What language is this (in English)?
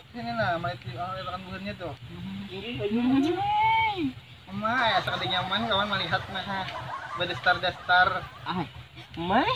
Banjar